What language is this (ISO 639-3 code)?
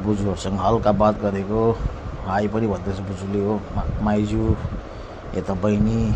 nep